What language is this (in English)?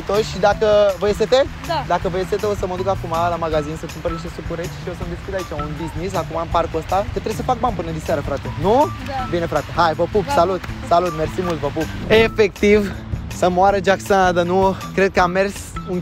Romanian